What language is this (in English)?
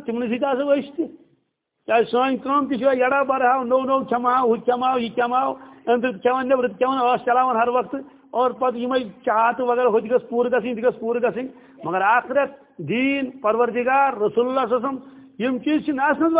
Kashmiri